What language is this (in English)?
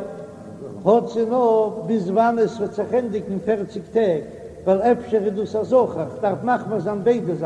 Yiddish